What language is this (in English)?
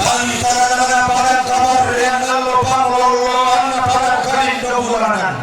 Toraja-Sa'dan